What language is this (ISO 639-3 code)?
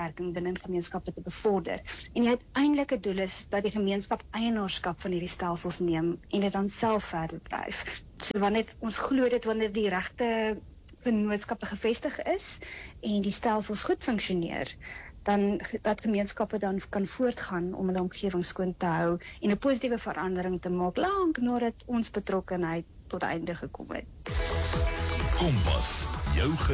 afr